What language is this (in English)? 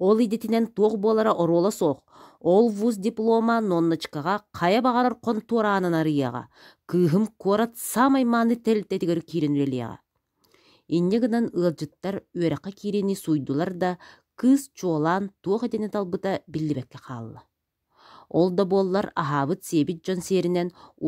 Yakut